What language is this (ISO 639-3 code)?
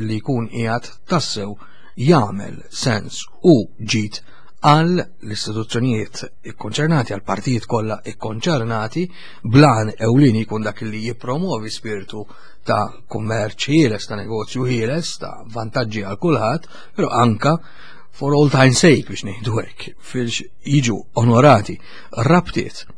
mlt